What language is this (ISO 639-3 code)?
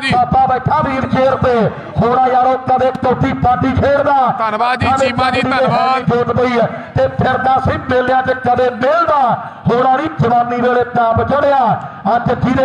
pan